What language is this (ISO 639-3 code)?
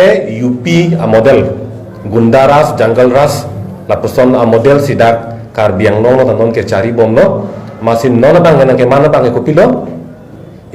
mjw